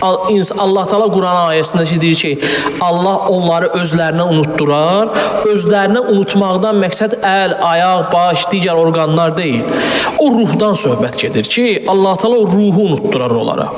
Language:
Azerbaijani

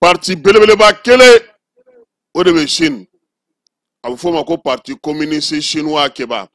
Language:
Bambara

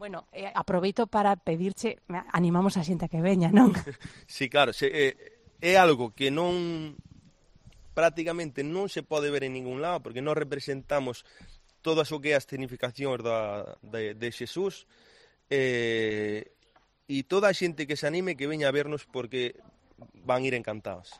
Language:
Galician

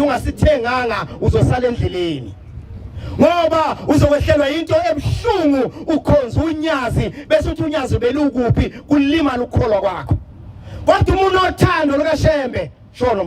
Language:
Zulu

